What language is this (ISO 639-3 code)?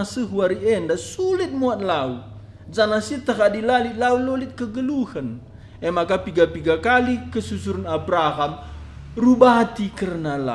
btx